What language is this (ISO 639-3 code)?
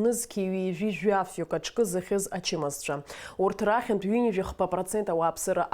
abk